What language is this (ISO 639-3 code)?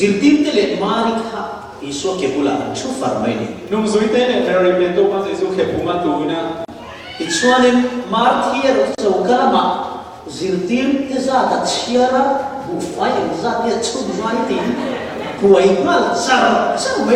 cfm